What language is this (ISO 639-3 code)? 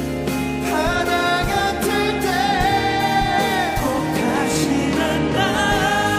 kor